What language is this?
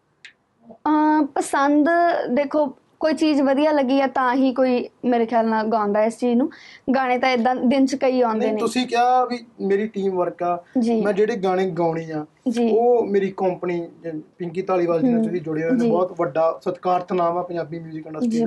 Punjabi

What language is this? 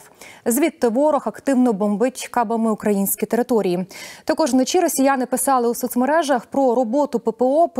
Ukrainian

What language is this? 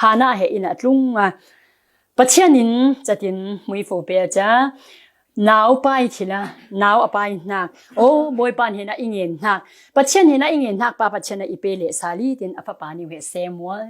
Falam Chin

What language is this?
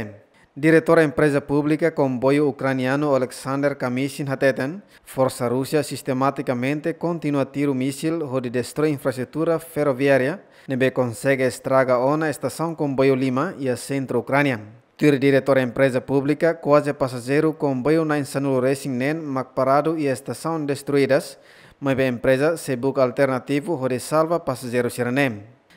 Tetum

